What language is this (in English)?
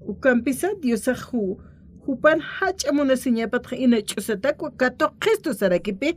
Aymara